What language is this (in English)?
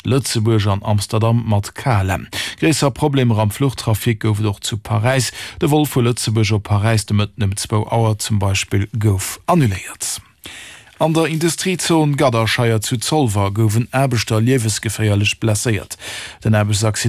Luxembourgish